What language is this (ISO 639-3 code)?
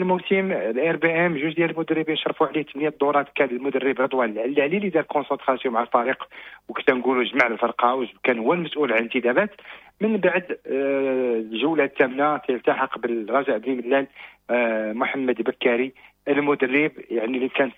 ary